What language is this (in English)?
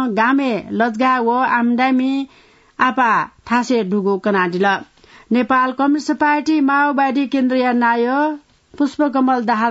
Newari